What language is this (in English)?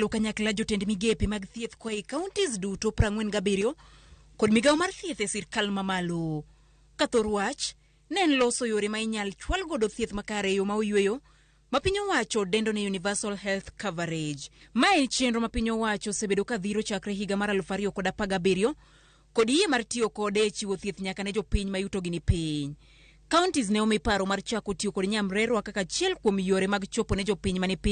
Luo (Kenya and Tanzania)